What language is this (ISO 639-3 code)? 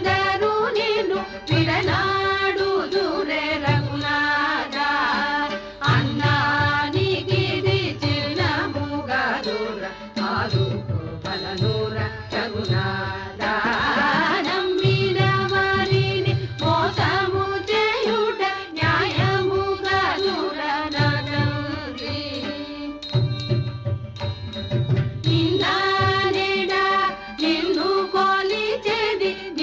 tel